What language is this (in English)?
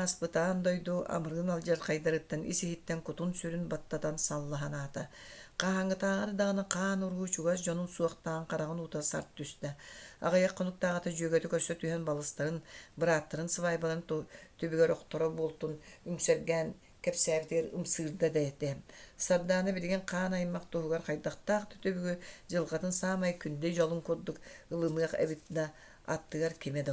Yakut